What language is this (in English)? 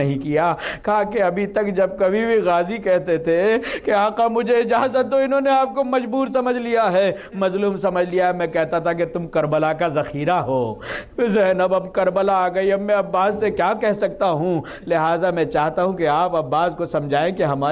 Urdu